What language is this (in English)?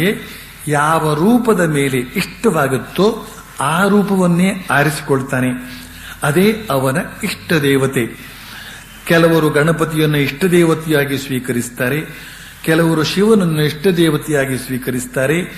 Kannada